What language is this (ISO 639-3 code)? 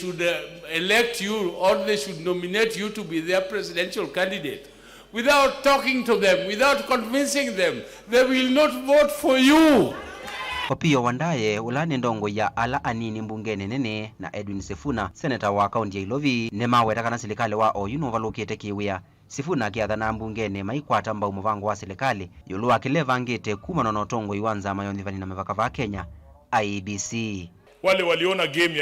kam